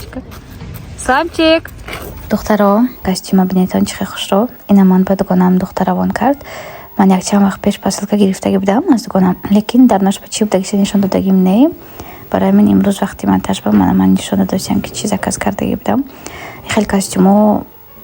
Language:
Tajik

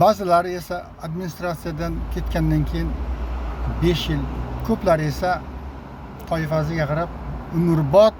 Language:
Uzbek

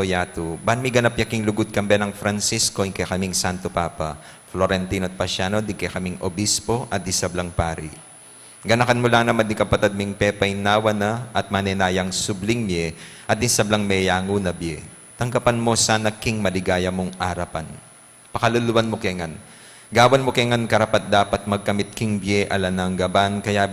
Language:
Pampanga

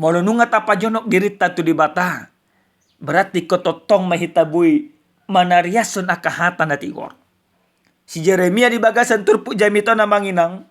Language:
Batak Toba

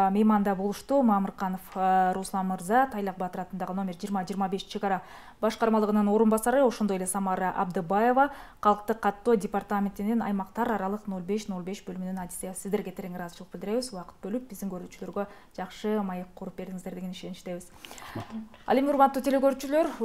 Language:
Kyrgyz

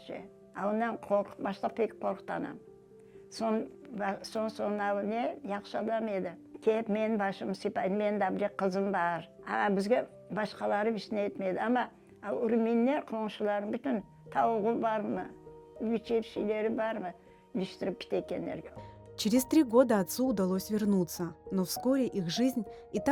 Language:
Crimean Tatar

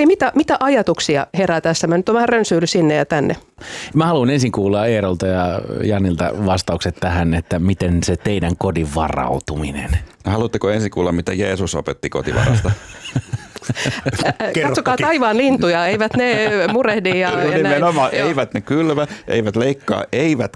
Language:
Finnish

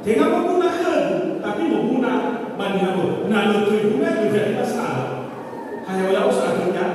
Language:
Nias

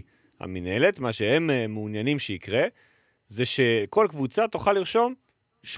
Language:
Hebrew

